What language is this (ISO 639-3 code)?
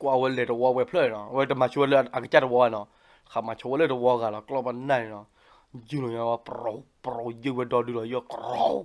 ksw